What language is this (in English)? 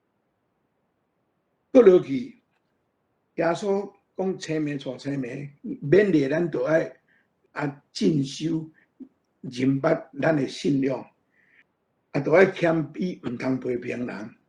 Min Nan Chinese